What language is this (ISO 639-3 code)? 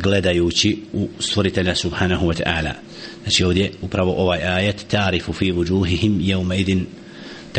bos